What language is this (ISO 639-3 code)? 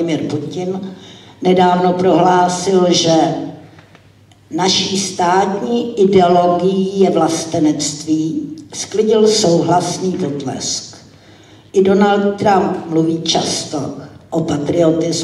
ces